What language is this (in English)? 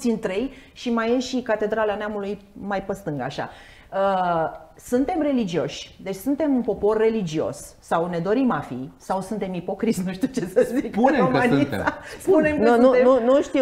Romanian